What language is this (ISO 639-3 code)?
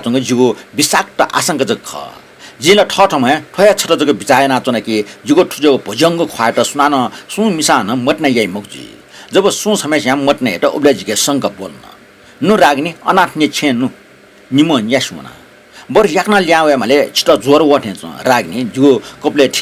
new